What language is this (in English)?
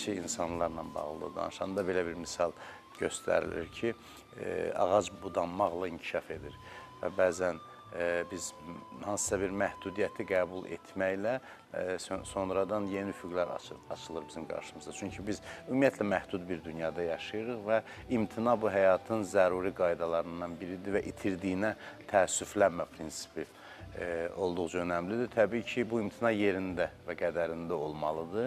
Azerbaijani